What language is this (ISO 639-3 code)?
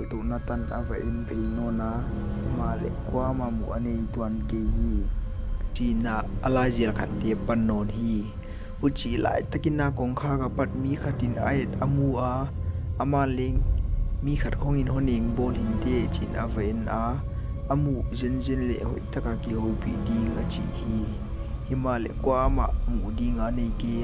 pck